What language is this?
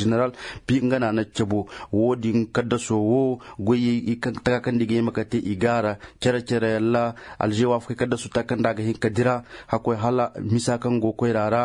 Koyraboro Senni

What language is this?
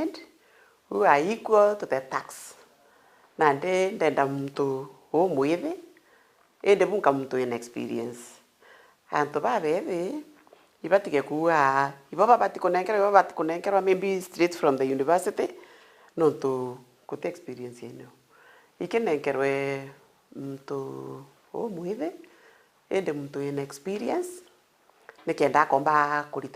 Meru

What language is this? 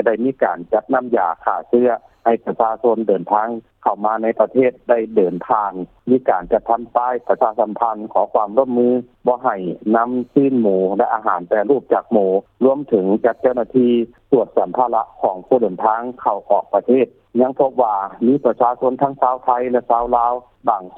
Lao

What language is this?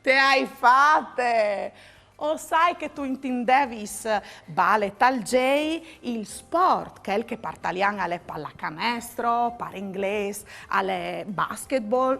Friulian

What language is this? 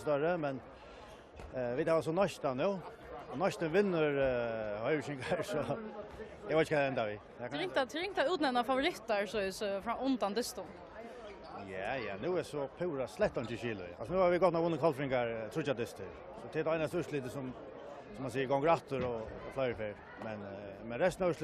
Faroese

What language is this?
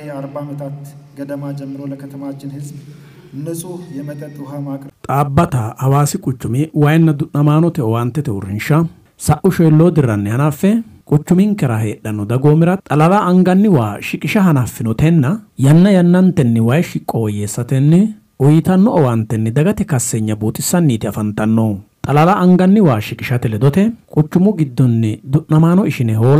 Sidamo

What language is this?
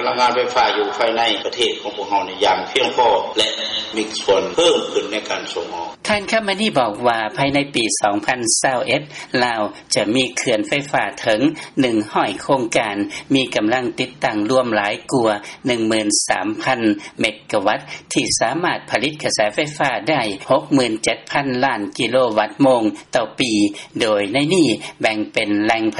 Lao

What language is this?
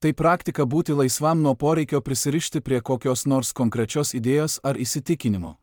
Lithuanian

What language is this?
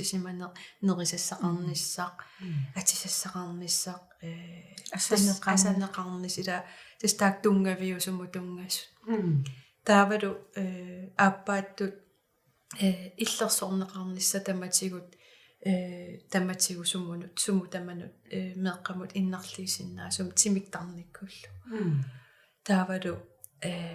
Kalaallisut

